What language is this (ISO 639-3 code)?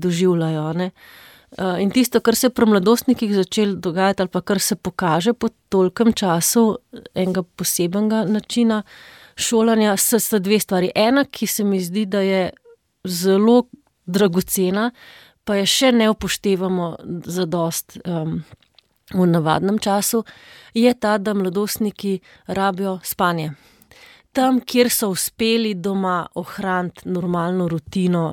slv